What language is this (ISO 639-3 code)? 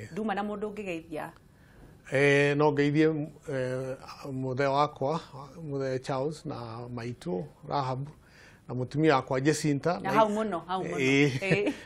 kik